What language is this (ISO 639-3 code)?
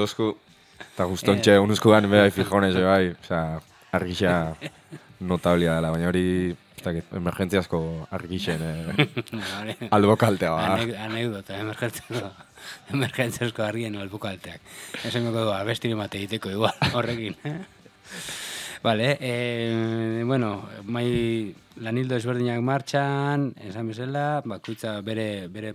eus